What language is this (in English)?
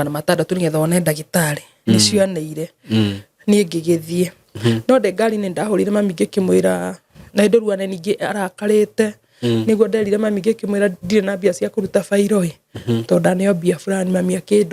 Kikuyu